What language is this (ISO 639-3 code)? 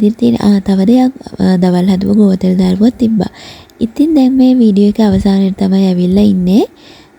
sin